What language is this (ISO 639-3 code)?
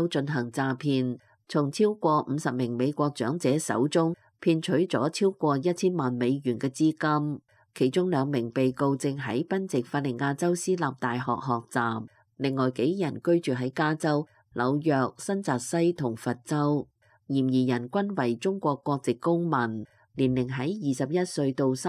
yue